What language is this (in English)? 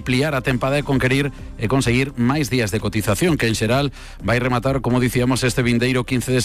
Galician